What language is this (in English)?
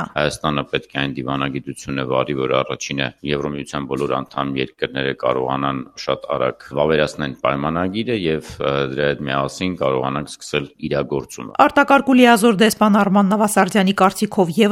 Armenian